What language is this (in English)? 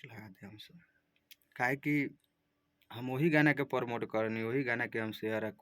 Bhojpuri